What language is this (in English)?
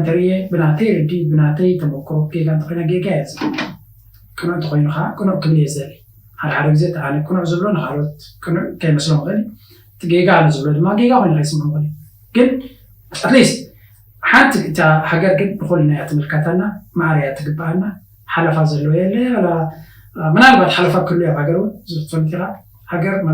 Tigrinya